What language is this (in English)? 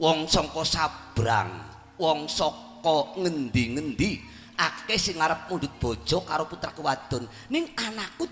Javanese